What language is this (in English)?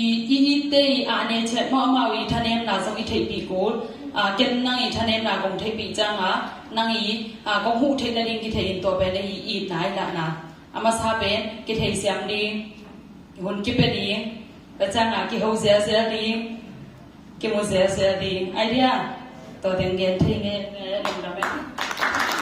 Tedim Chin